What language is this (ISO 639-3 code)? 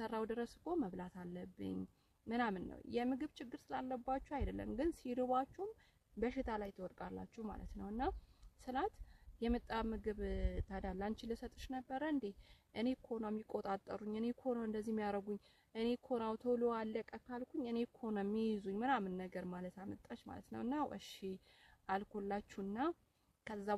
amh